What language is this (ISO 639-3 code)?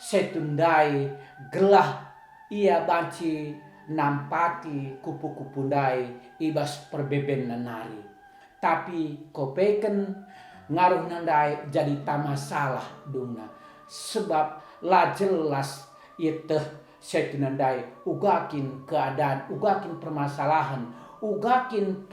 btx